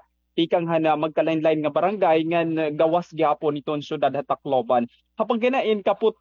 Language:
Waray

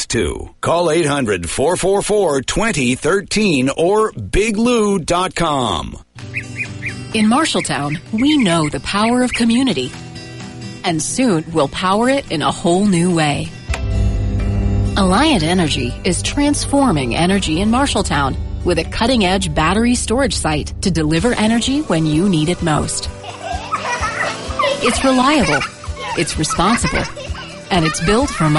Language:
English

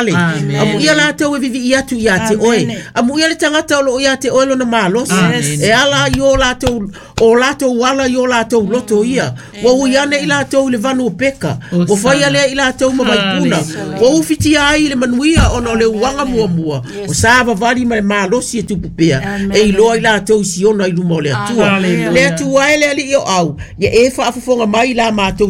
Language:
Samoan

